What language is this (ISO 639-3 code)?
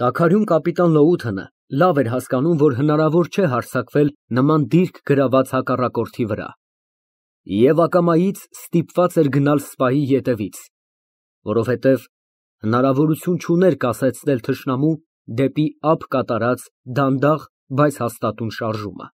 hye